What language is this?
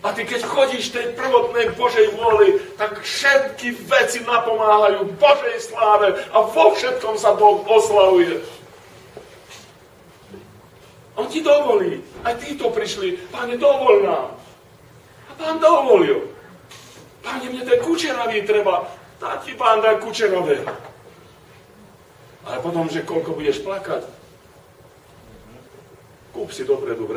Slovak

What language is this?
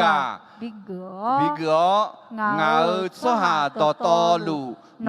Akha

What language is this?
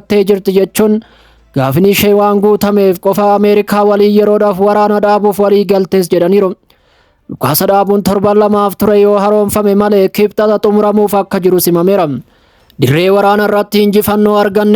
Oromo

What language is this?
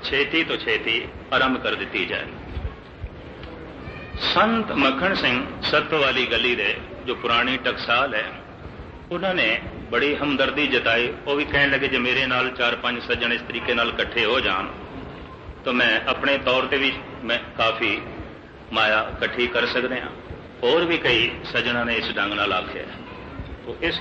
Punjabi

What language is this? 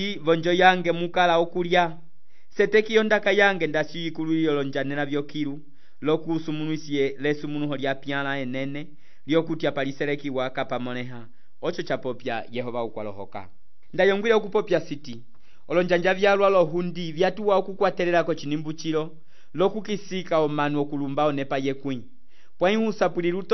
Umbundu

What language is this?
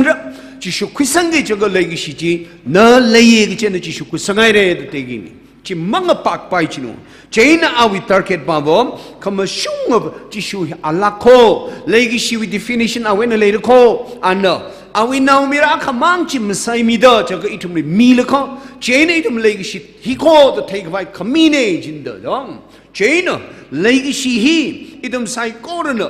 Tangkhul Naga (India)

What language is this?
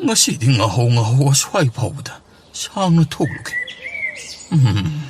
Manipuri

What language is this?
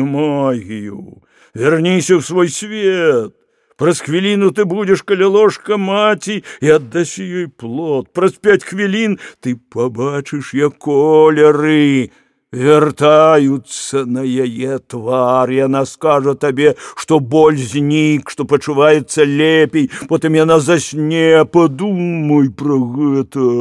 Belarusian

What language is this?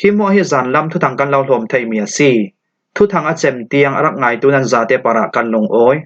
Falam Chin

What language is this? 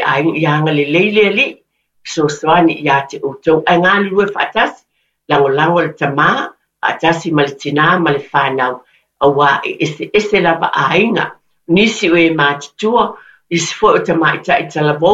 Samoan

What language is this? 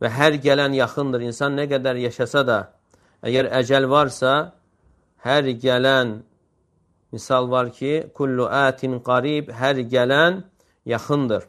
Azerbaijani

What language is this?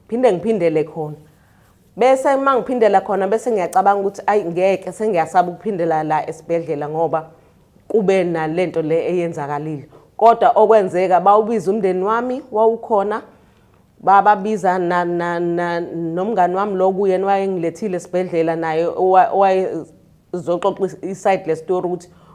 Zulu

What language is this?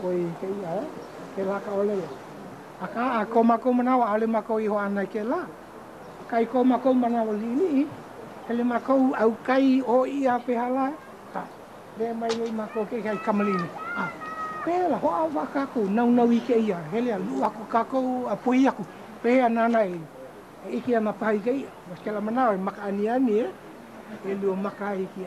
Hawaiian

